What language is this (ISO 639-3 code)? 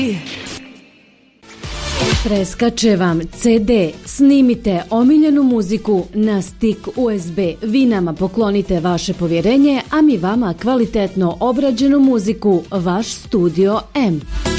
bos